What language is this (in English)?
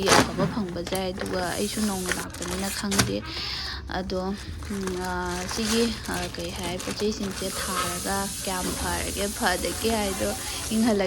Manipuri